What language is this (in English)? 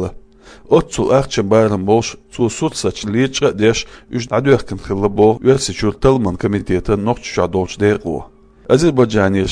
Chechen